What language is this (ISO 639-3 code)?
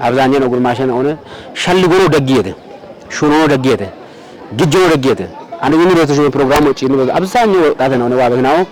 kbr